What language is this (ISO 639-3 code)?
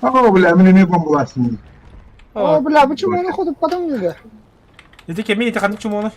sah